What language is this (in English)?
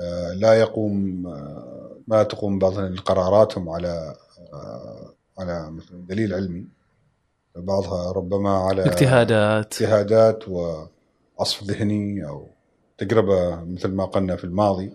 Gulf Arabic